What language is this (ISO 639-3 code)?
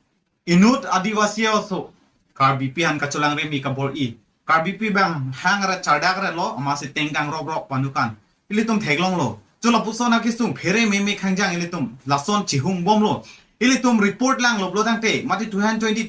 mjw